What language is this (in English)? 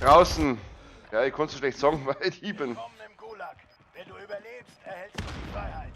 Bavarian